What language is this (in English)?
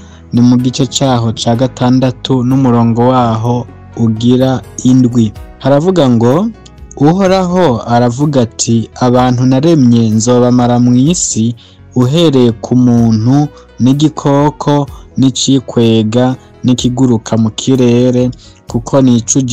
Rundi